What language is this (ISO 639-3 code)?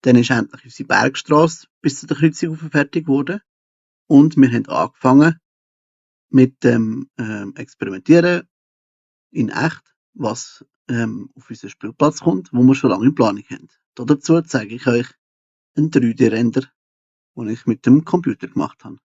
gsw